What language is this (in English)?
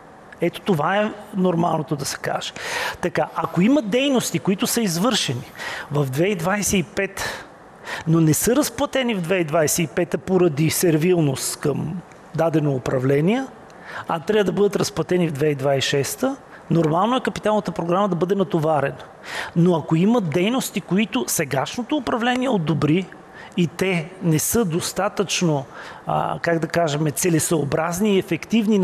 Bulgarian